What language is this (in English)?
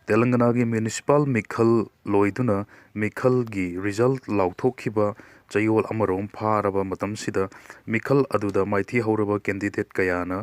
Manipuri